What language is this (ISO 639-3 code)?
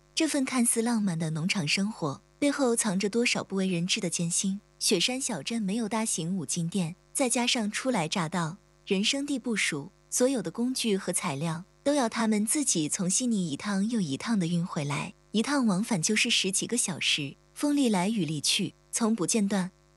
zho